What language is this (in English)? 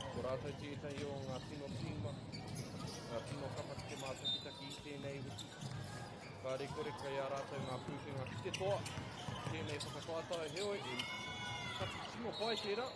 Māori